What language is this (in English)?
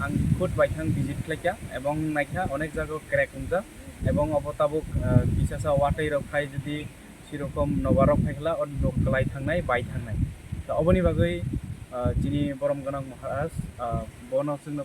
Kok Borok